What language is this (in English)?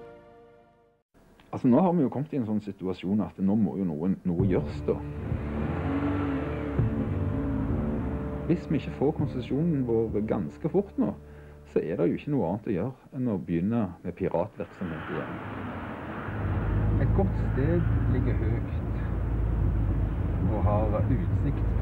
Norwegian